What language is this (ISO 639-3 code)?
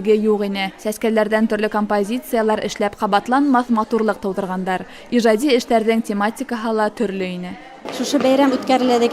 bak